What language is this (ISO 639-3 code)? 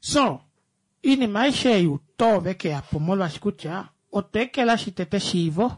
kua